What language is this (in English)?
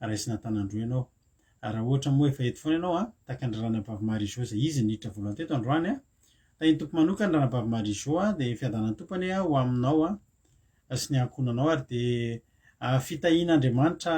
Malagasy